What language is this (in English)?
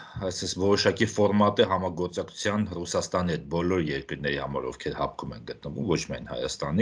Armenian